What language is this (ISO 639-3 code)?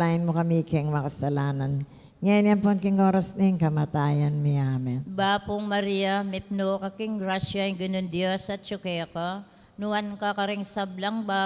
pam